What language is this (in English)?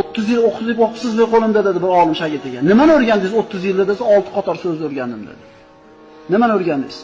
Uzbek